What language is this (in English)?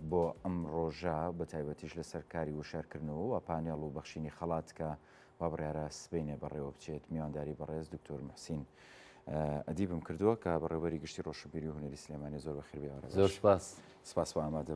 Central Kurdish